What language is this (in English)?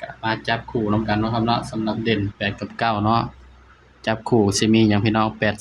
Northeastern Thai